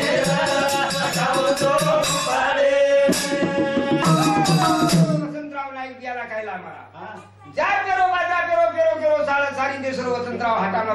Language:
Lambadi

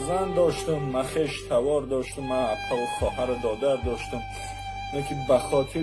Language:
Tajik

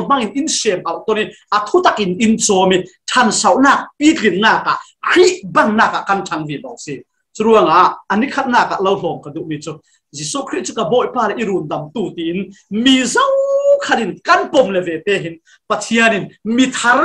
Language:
Falam Chin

